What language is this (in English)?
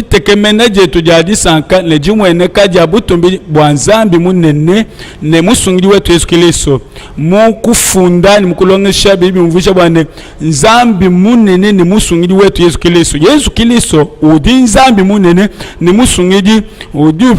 Luba-Lulua